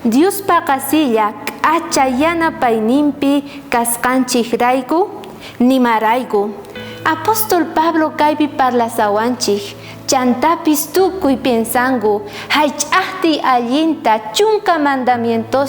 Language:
South Bolivian Quechua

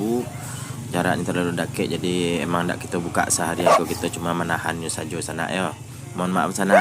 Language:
Minangkabau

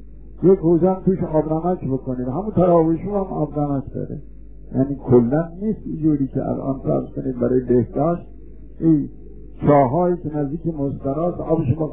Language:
Persian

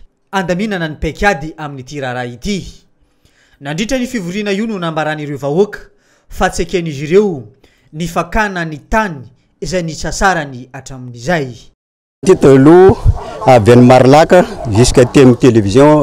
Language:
Malagasy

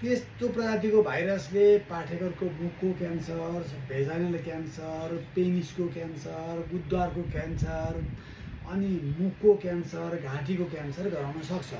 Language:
Nepali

